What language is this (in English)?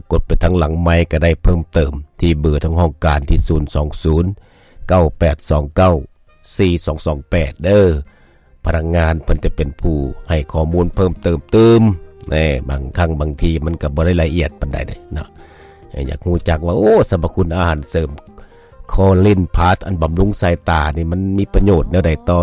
Lao